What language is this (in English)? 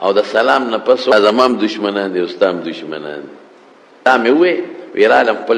Pashto